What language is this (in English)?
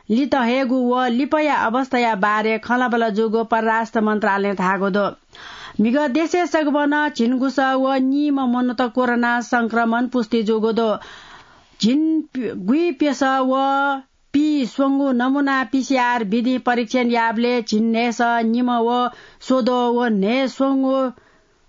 Newari